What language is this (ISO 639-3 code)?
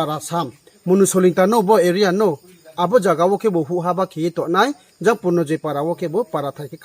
ria